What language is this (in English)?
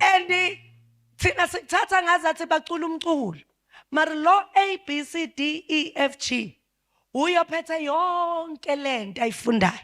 Zulu